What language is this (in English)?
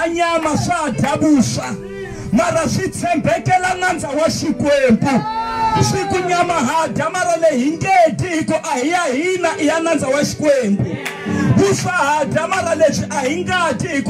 Tsonga